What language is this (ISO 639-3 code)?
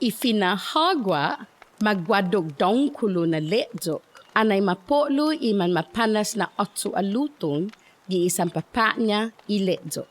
cha